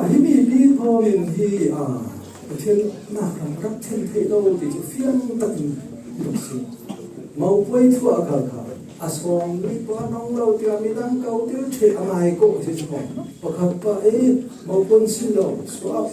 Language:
Falam Chin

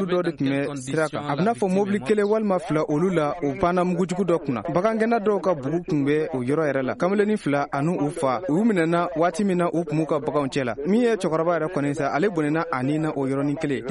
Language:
Bambara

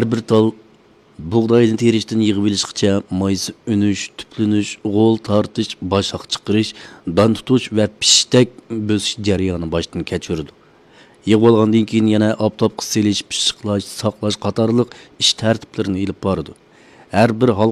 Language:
Uyghur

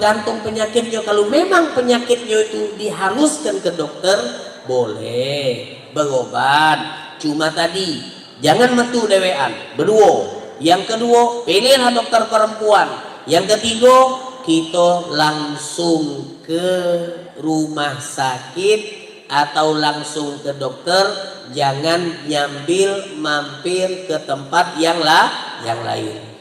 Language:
Musi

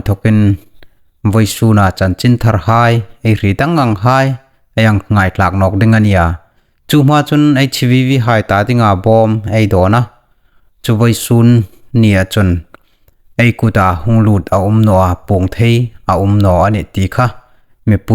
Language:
Hmar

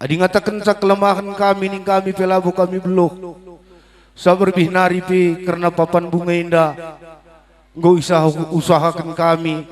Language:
Batak Karo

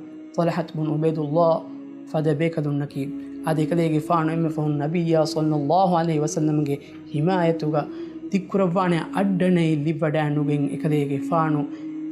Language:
Divehi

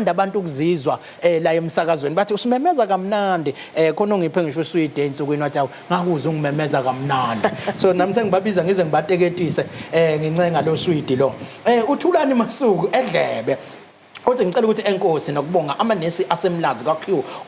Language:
Zulu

